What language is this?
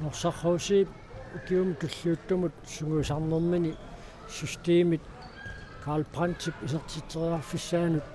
Kalaallisut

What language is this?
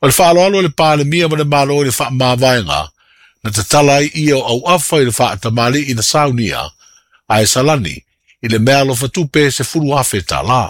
Samoan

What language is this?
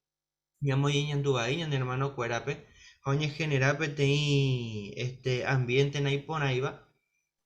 Guarani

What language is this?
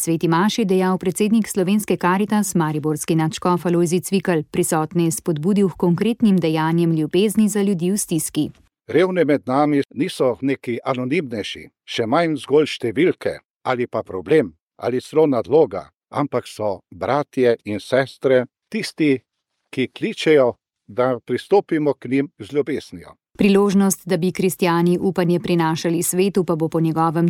Slovenian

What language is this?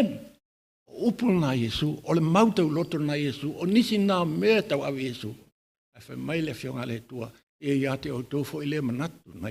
Samoan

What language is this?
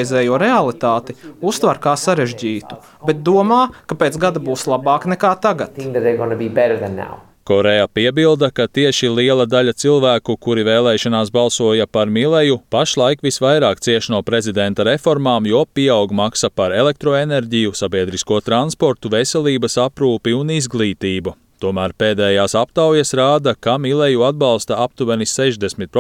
Latvian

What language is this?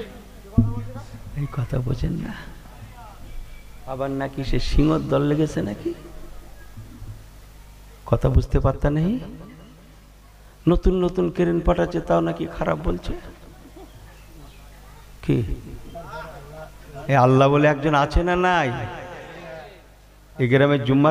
Bangla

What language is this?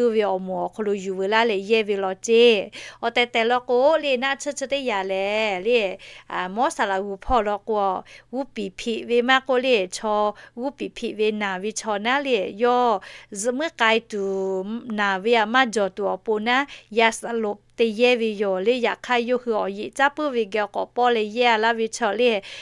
Lahu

